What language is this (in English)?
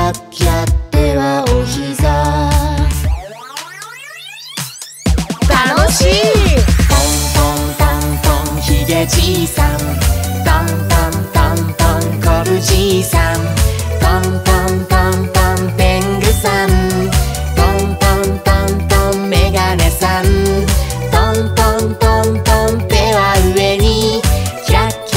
Japanese